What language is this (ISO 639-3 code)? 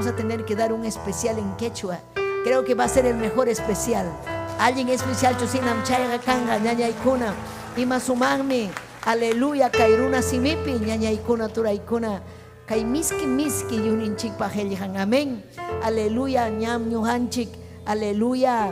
quy